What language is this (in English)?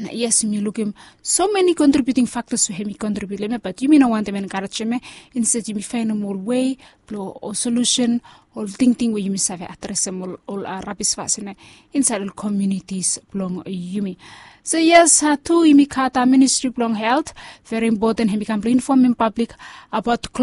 Bislama